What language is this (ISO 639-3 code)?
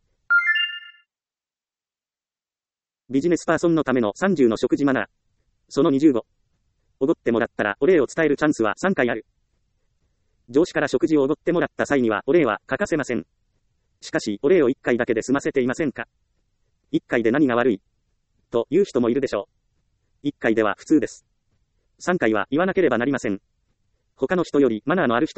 jpn